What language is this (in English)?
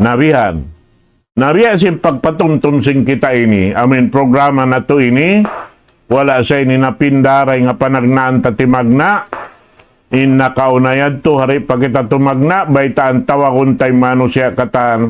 Tausug